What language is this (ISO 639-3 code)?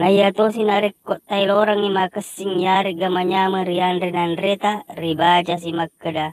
bug